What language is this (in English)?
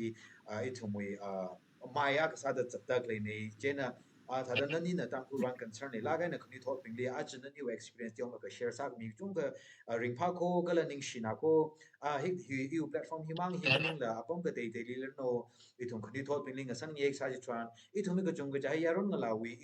Tangkhul Naga (India)